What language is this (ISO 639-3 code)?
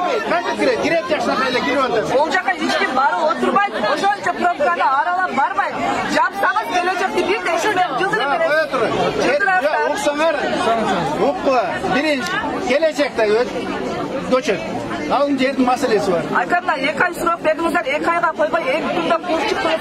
kir